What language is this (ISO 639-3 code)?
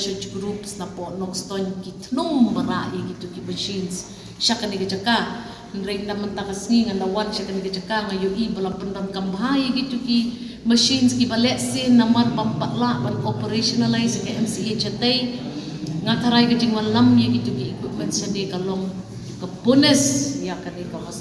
kha